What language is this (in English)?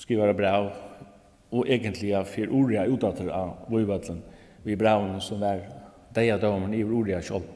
Faroese